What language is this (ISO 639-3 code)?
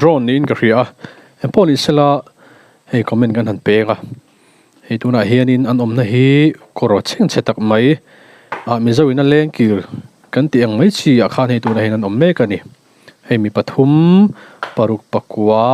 lus